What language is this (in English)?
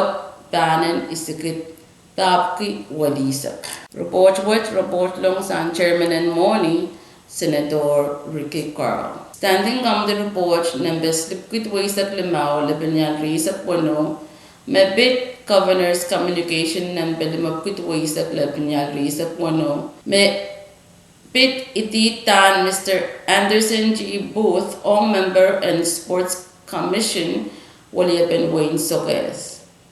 Pohnpeian